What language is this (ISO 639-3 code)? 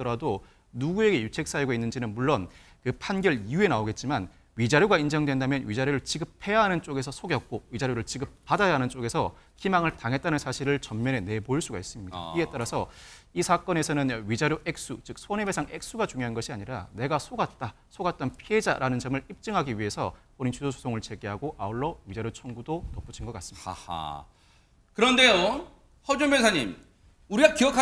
kor